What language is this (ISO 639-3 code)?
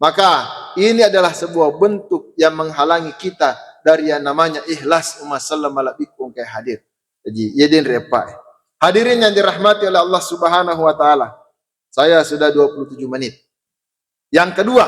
bug